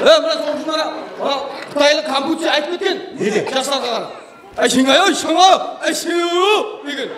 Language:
Kara-Kalpak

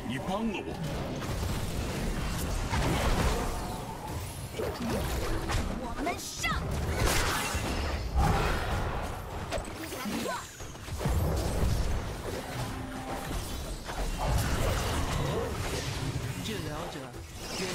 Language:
Chinese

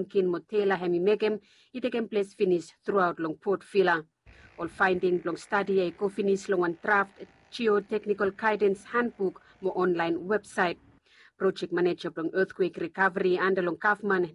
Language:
Bislama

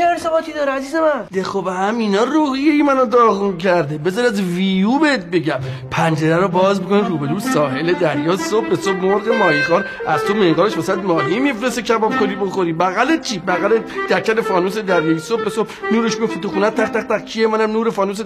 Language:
Persian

